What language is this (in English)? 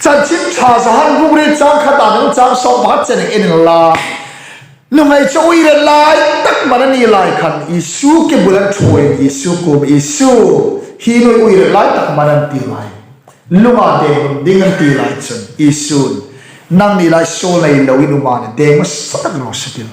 Hmar